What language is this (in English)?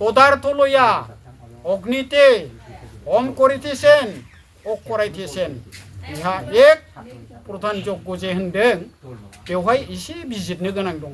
Bodo